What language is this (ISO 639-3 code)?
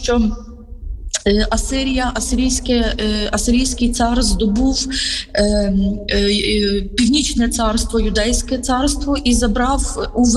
ukr